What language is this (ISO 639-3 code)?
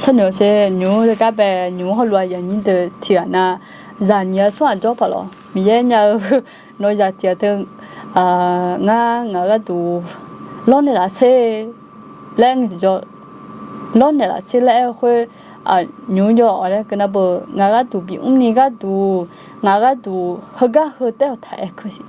ahk